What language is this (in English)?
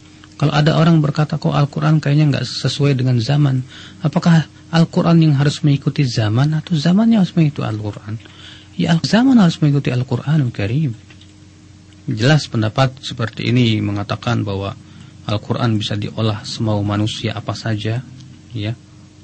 Indonesian